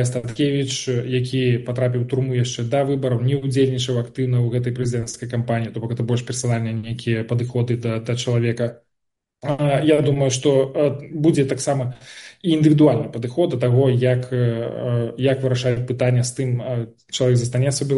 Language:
Belarusian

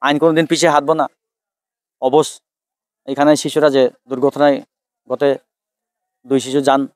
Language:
Kok Borok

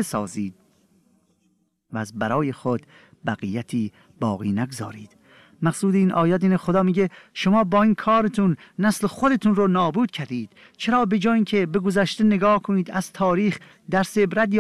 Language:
Persian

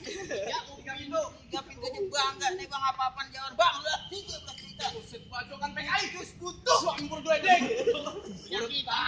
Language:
Betawi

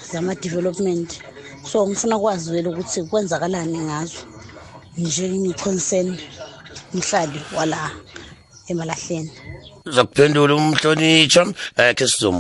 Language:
South Ndebele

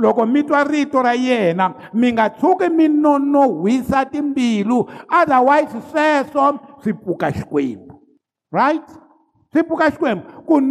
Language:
Tsonga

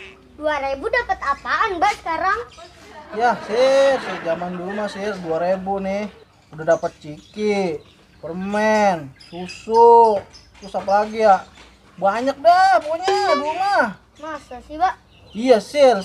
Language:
Betawi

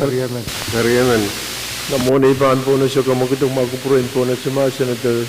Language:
Pohnpeian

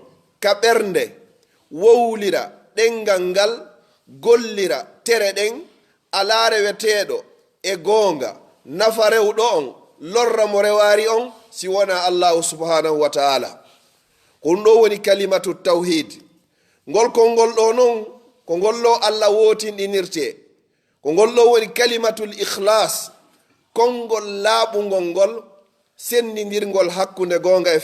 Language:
Fula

